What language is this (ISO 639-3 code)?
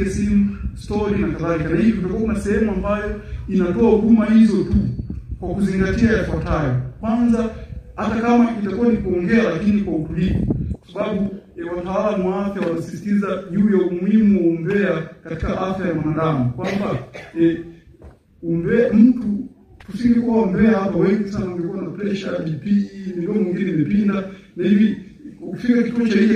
swa